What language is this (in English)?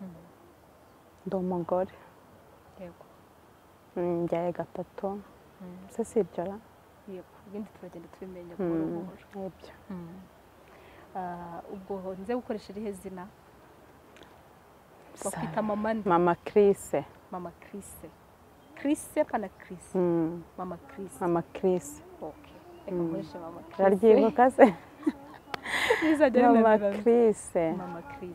Kinyarwanda